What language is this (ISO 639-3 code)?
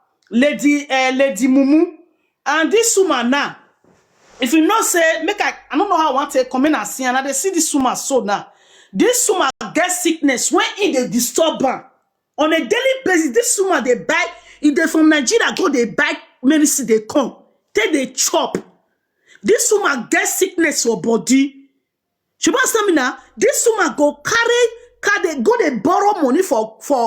pcm